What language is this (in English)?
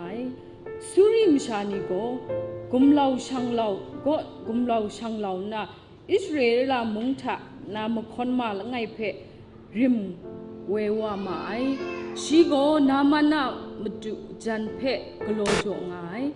Kachin